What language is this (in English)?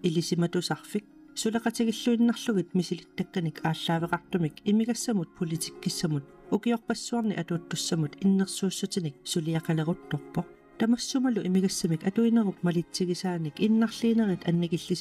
Kalaallisut